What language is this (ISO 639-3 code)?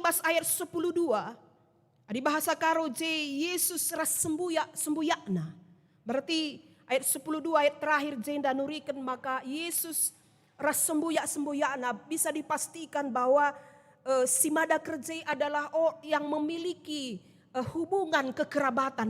btx